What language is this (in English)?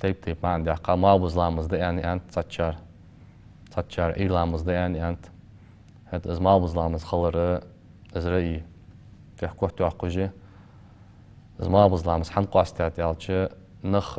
Ingush